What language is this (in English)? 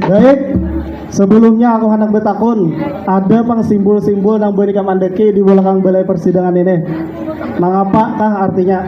Banjar